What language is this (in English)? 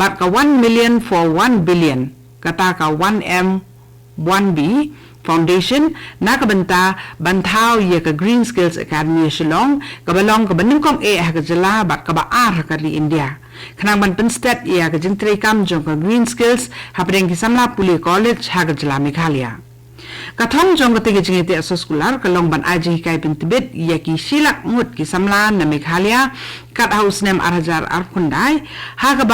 Khasi